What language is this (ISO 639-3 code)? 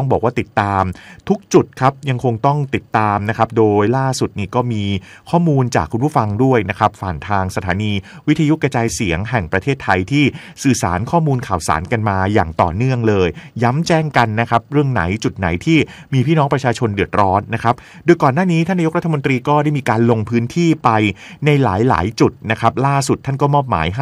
tha